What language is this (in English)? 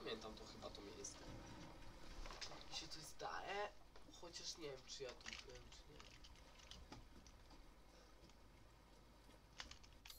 Polish